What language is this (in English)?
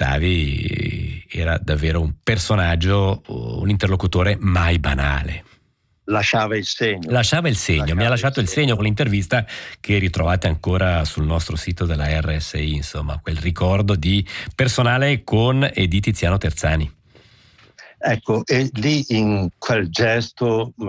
Italian